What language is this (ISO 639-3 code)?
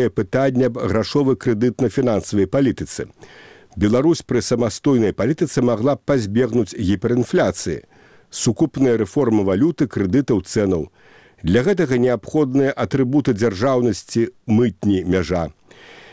bel